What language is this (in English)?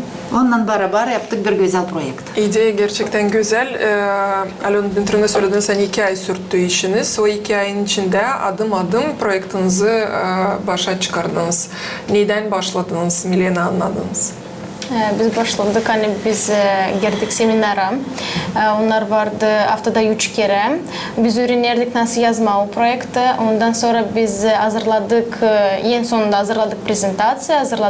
Gagauz